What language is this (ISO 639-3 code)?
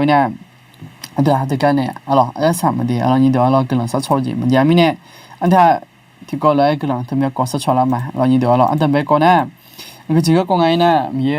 ahk